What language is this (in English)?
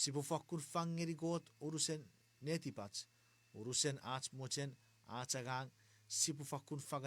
Chuukese